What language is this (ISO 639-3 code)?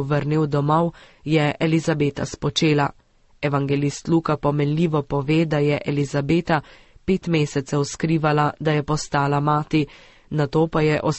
slv